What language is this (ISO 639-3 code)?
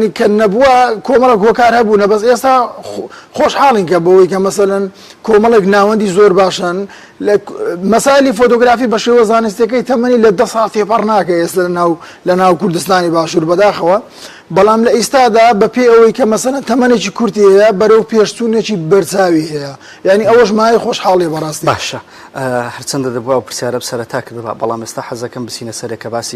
ckb